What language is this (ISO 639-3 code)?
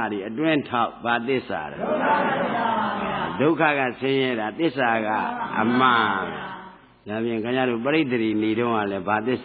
mya